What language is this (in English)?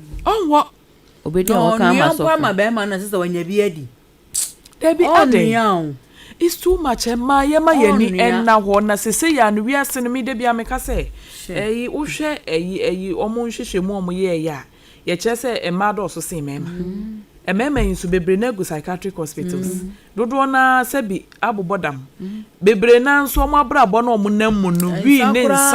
Akan